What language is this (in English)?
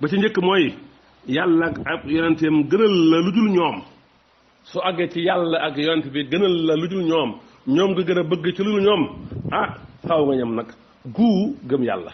Wolof